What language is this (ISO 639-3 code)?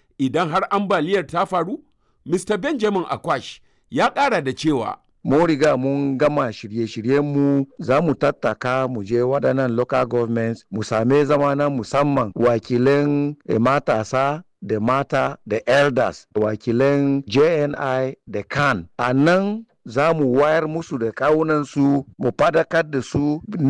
hau